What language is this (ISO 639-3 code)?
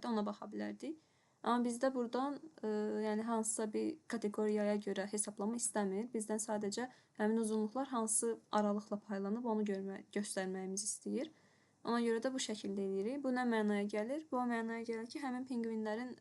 aze